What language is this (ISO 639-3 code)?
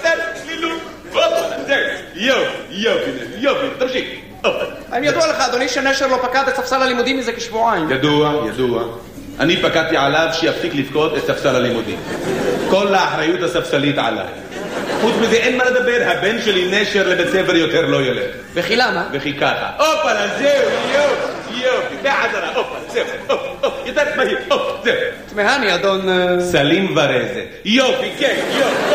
heb